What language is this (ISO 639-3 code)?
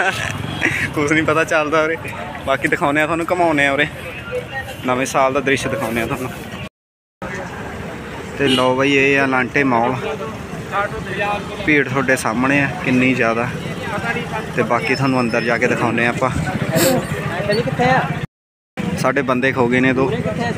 pan